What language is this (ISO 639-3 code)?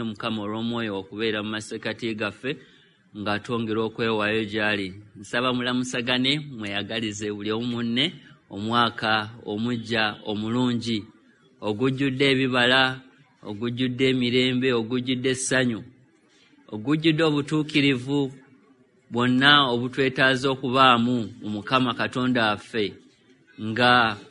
lug